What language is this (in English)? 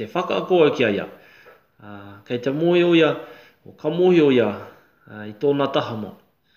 Māori